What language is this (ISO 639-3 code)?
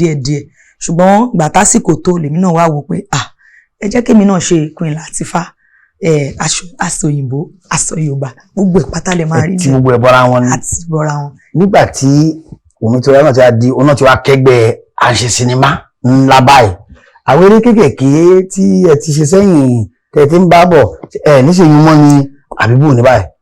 yor